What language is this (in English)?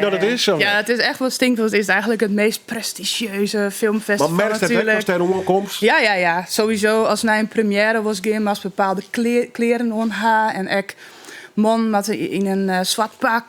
Western Frisian